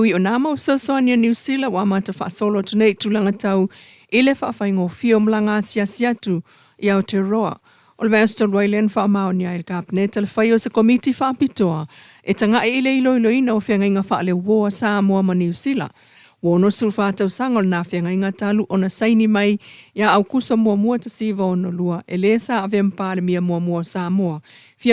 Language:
Samoan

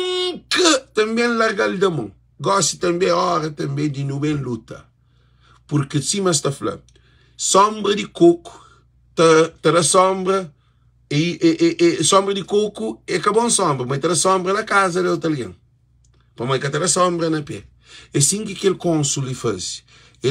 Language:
Kabuverdianu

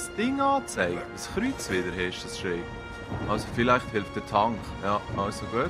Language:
Swiss German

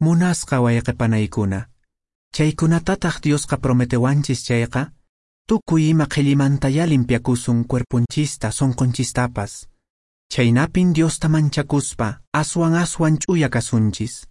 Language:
Quechua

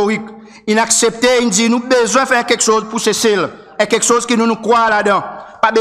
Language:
Seselwa Creole French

